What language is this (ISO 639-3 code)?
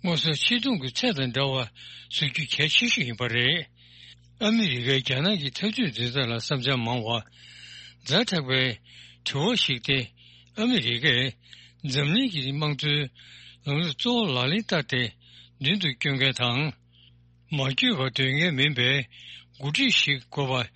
bod